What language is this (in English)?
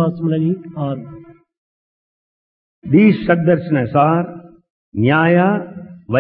Telugu